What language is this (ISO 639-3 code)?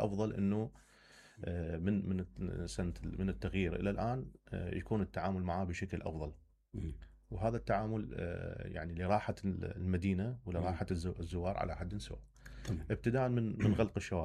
acm